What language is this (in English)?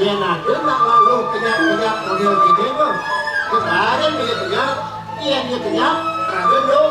Balinese